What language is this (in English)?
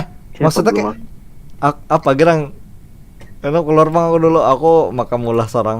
Banjar